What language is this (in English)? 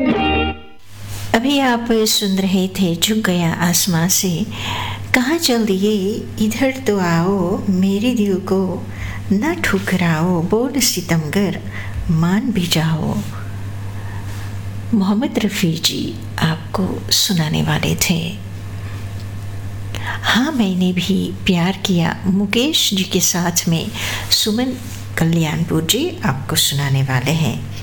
Hindi